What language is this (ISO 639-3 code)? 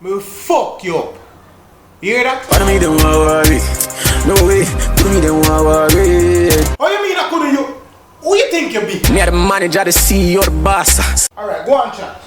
jam